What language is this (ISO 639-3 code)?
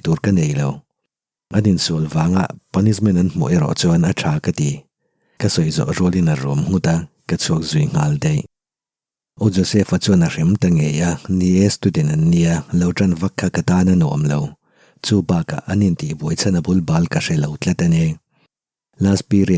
lus